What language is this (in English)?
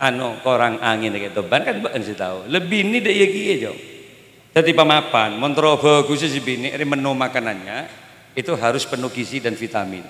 Madurese